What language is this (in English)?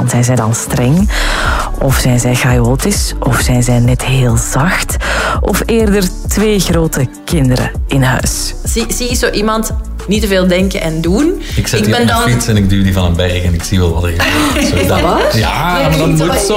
Dutch